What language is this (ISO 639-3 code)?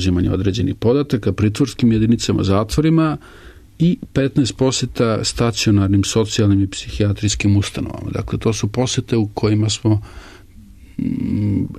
srp